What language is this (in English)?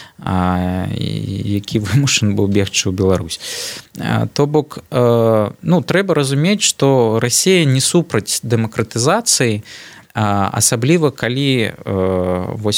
Belarusian